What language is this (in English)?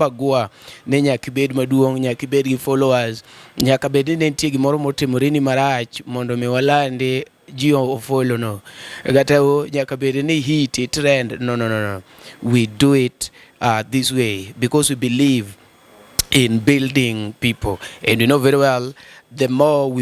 Luo (Kenya and Tanzania)